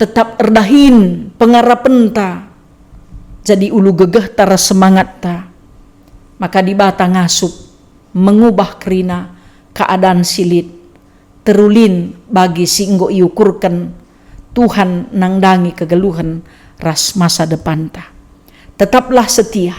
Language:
Batak Karo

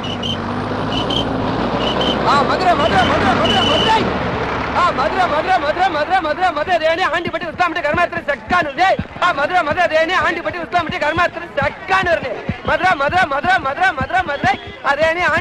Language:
Tamil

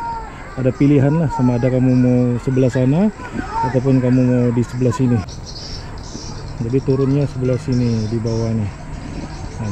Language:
Malay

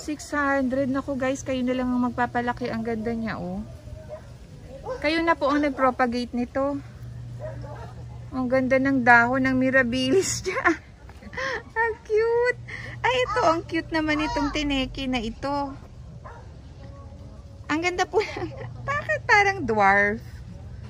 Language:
Filipino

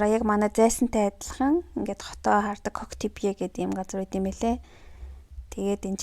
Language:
Mongolian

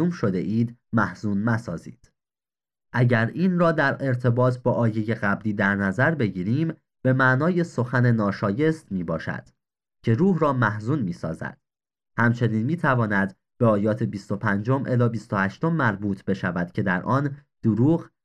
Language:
Persian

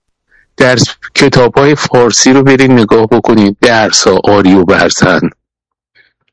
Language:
Persian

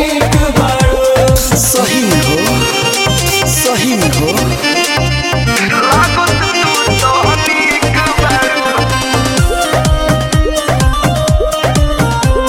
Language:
Bhojpuri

